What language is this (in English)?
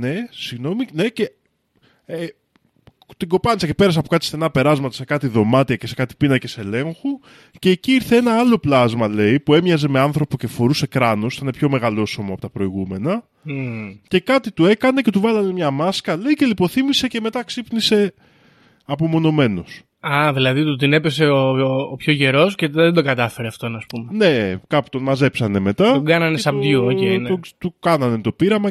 Greek